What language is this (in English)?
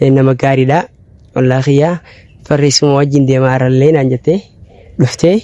Oromo